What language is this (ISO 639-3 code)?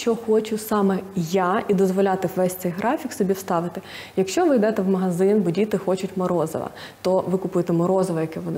ukr